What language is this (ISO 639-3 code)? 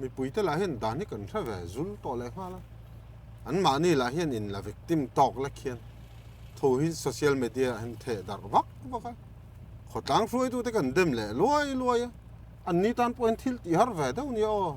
lus